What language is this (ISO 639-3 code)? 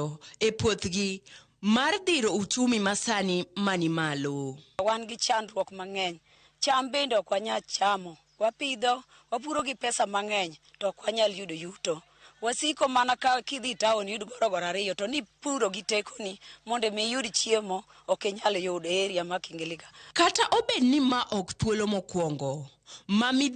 luo